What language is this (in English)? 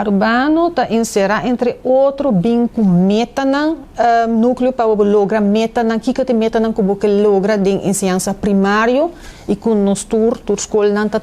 Papiamento